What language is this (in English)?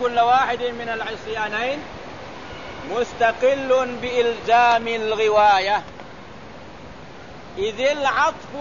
Malay